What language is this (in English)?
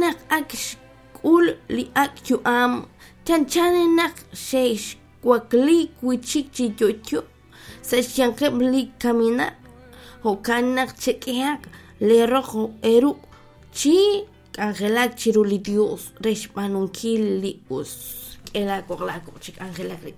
Kekchí